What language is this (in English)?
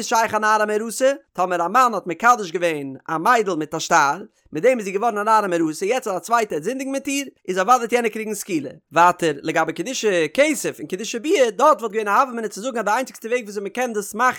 Yiddish